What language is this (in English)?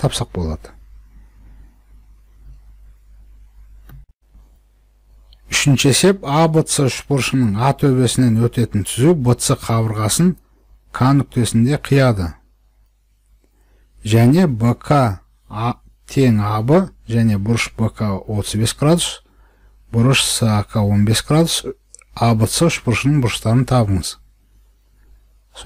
Kazakh